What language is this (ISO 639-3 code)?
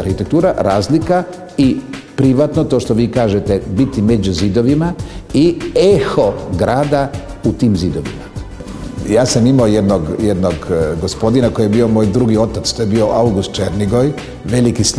srp